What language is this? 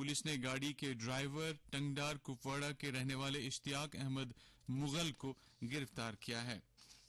Urdu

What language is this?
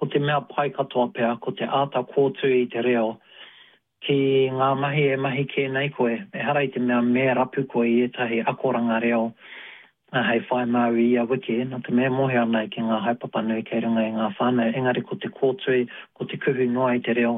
Māori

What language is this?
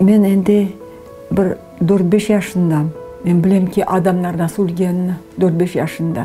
Crimean Tatar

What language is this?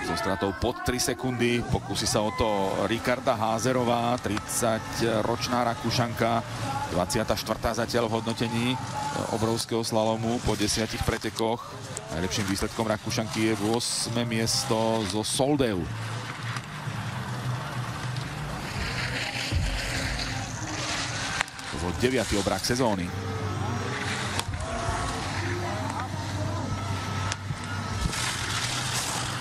Slovak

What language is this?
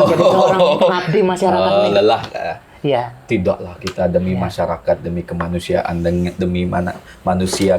Banjar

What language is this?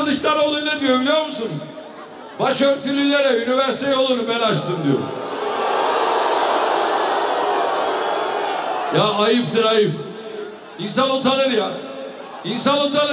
Turkish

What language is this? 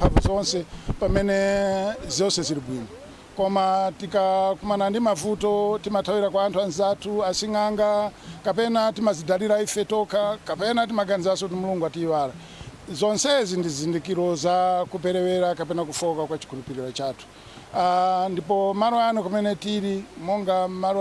Nyanja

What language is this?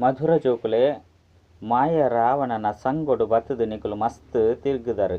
Tulu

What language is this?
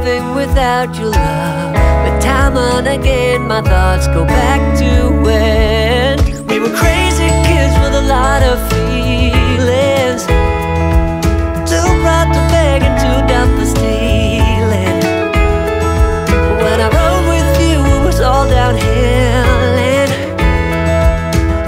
English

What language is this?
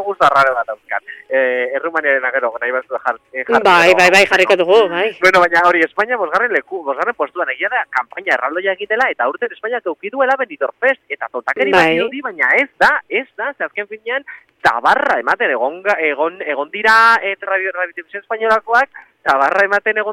Basque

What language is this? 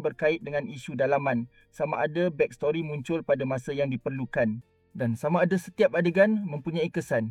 Malay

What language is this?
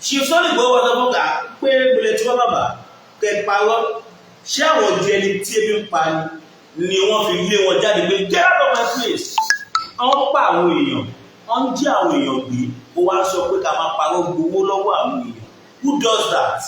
Yoruba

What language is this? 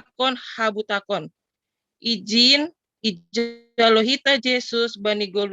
Batak Simalungun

